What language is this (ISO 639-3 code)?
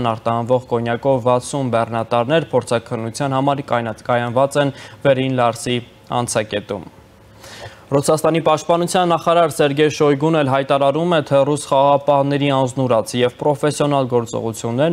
hye